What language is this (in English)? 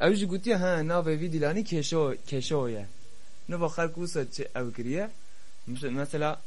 Kurdish